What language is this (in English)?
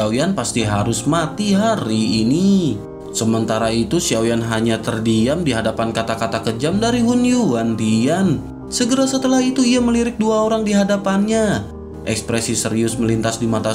Indonesian